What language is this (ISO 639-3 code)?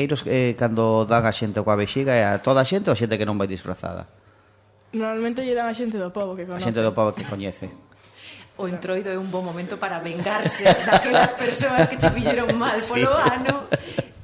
glg